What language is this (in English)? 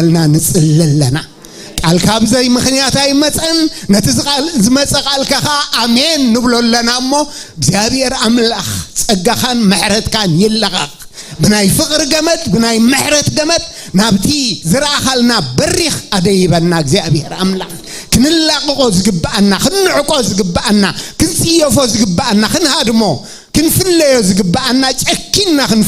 Tigrinya